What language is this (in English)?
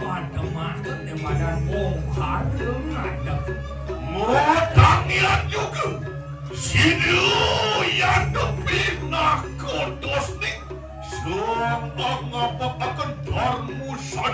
Balinese